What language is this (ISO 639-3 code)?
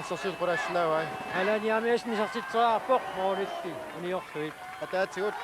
kal